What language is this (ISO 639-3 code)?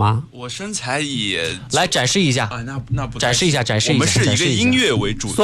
zho